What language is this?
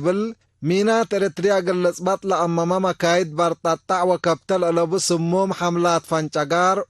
Tigre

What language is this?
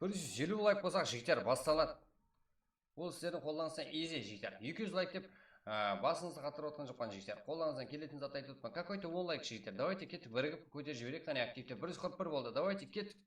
Kara-Kalpak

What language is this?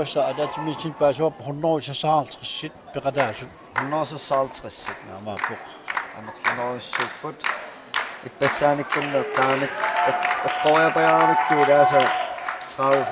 Kalaallisut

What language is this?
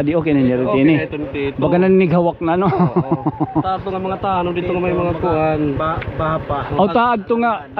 Waray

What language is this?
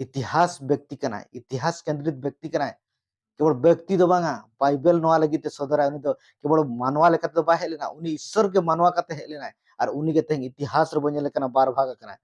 Santali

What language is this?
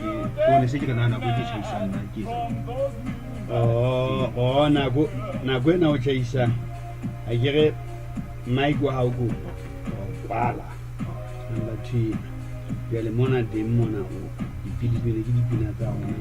Southern Sotho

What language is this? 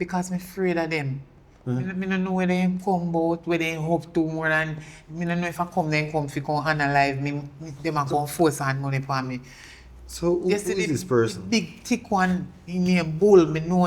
Jamaican Creole English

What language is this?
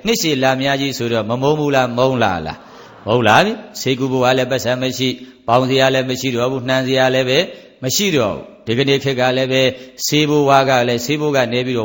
Burmese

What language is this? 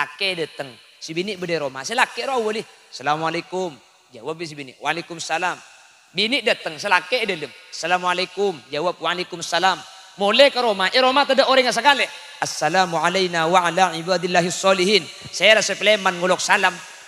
Madurese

